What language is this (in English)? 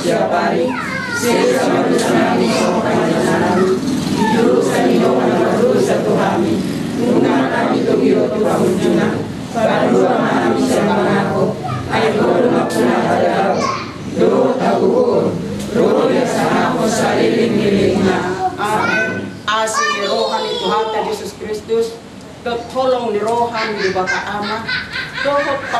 Batak Toba